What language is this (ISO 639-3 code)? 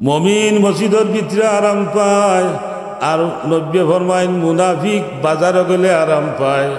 syl